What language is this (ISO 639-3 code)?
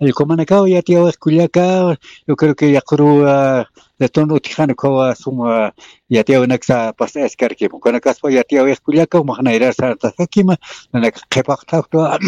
aym